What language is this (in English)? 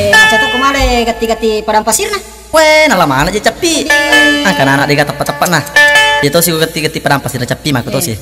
Buginese